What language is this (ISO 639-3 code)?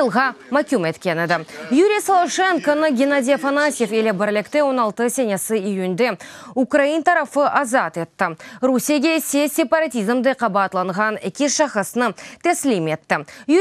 crh